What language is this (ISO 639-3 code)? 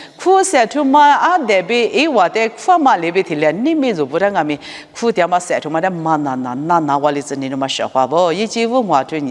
lis